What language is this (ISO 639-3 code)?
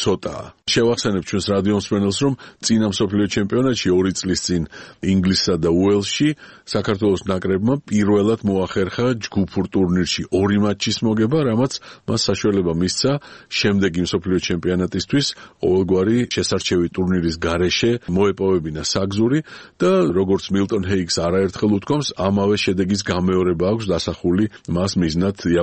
kat